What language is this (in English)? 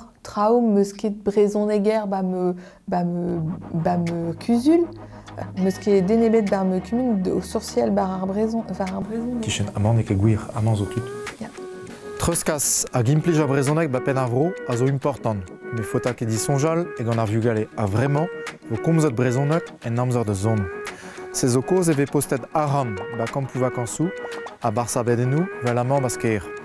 Breton